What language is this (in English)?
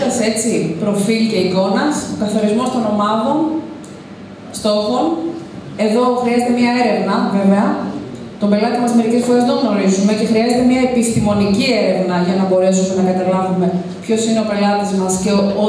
Greek